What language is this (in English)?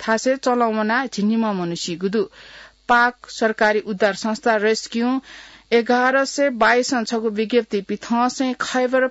Newari